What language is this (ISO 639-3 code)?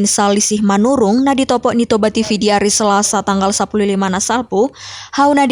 bbc